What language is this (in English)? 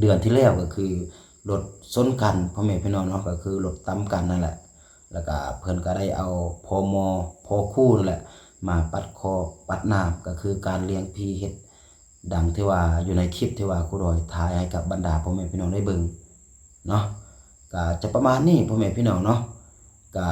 Lao